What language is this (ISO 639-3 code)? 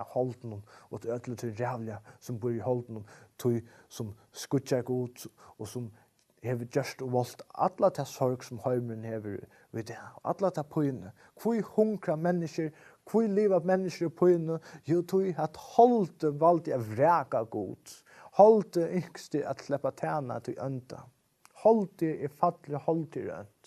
fao